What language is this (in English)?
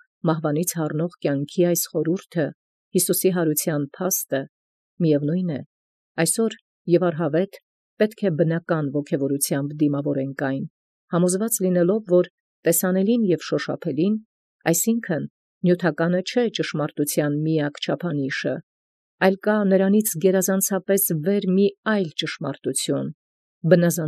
Armenian